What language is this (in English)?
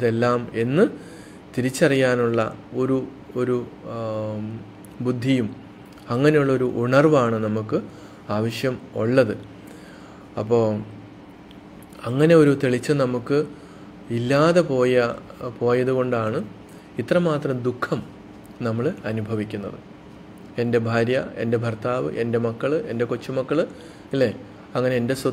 Malayalam